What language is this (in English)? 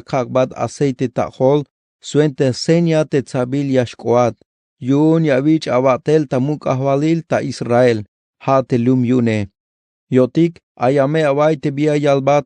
Tzeltal